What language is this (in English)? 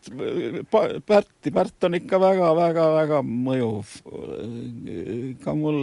Estonian